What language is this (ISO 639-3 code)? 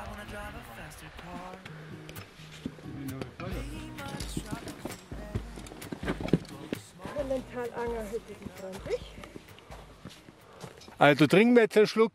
deu